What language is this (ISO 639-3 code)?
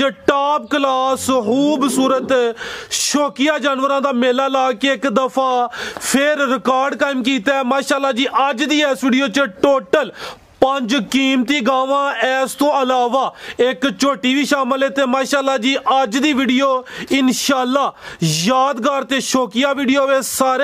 pan